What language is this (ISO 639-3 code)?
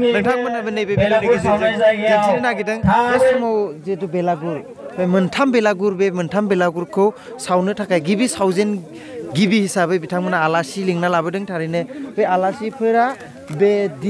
brx